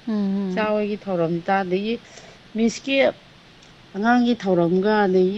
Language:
Manipuri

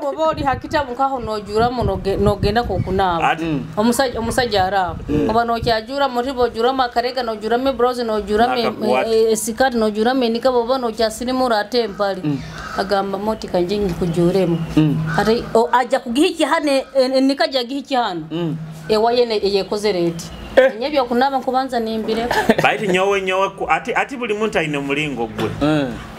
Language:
Nyoro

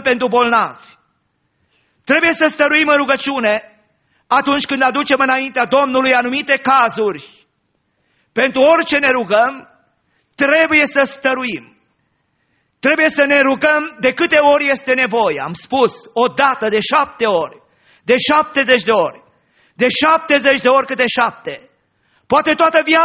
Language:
Romanian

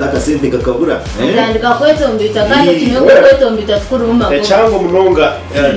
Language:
Nyankole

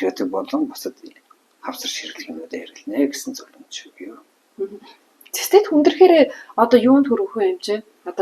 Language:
Mongolian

